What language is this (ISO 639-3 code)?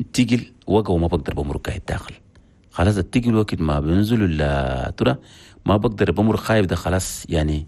shu